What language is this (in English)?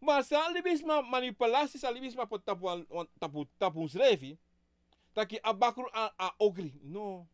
Sranan Tongo